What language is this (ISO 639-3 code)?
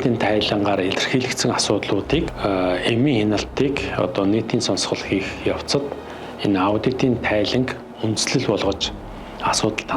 mon